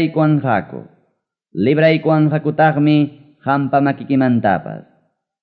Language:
Ayacucho Quechua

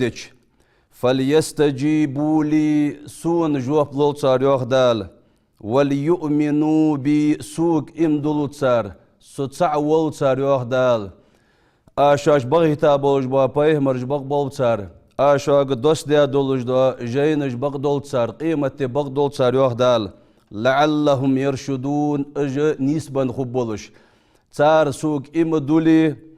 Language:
Ingush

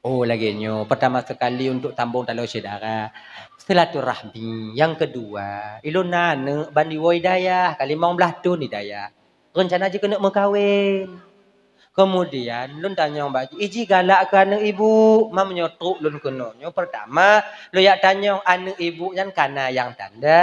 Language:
Achinese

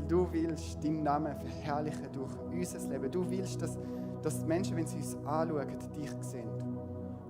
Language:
Swiss German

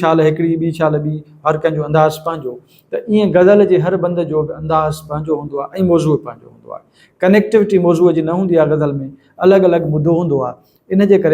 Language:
Sindhi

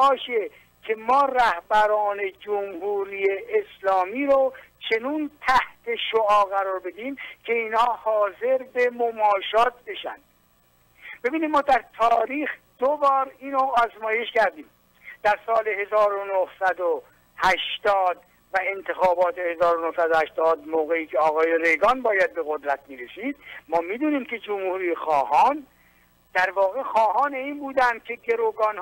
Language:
Persian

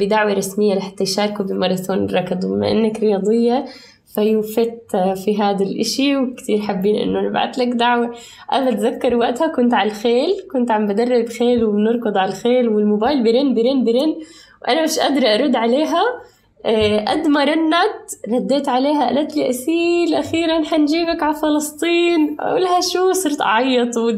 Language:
North Levantine Arabic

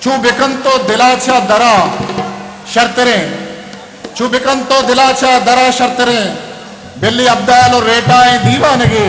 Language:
Eastern Balochi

